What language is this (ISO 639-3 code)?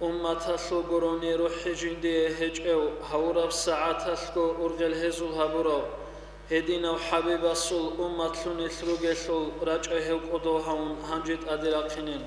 ava